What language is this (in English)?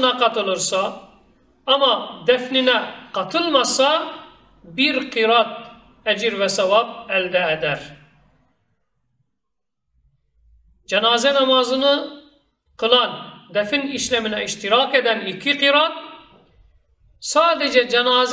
Turkish